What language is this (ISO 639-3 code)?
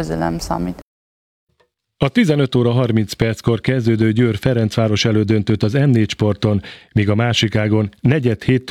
hun